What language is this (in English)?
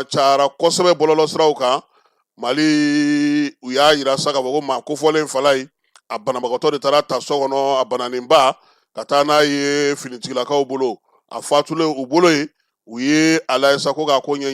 Bambara